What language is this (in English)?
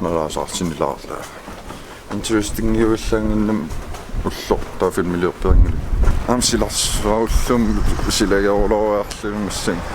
Kalaallisut